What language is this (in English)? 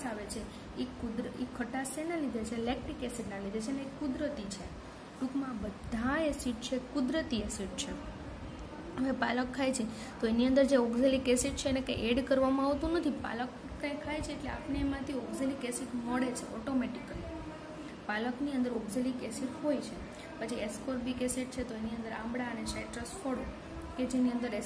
Gujarati